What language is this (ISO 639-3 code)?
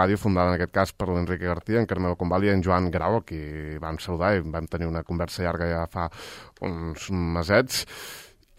cat